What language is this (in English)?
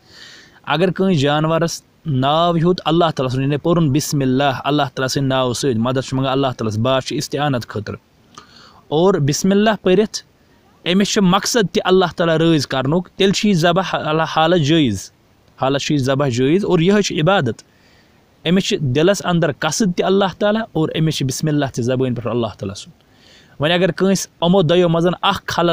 Kashmiri